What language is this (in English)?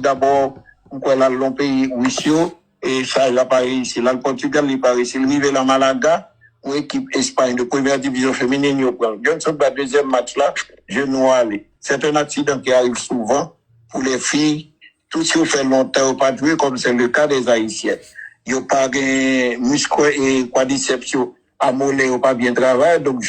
Haitian Creole